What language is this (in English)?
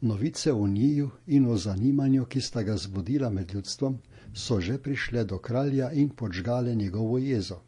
Slovenian